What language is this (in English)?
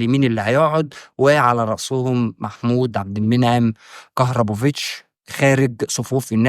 Egyptian Arabic